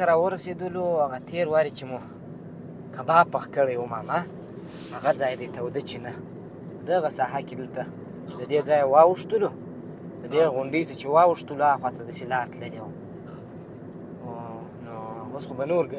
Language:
Pashto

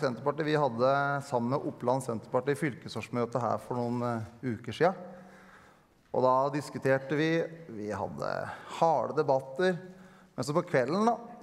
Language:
Norwegian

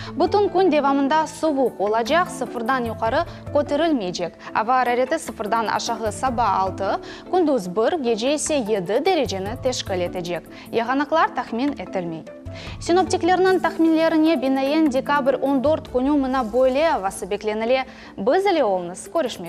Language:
Crimean Tatar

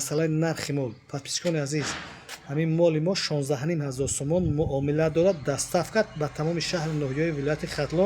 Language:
Tajik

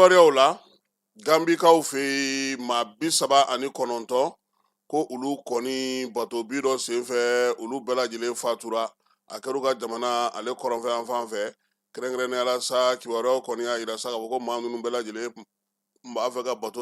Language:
Bambara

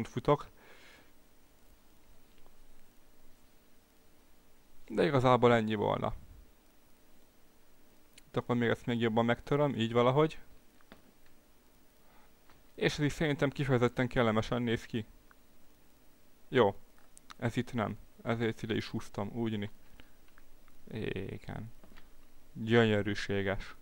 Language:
Hungarian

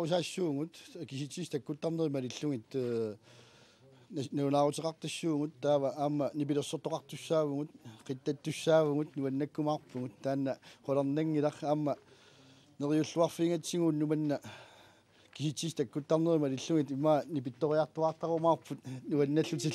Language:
Kalaallisut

